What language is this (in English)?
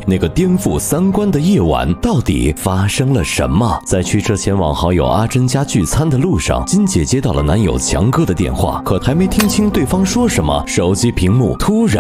Chinese